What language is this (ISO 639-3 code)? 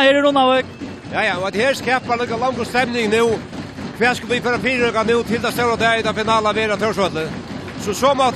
fao